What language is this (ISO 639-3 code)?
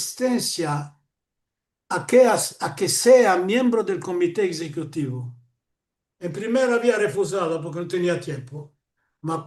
lad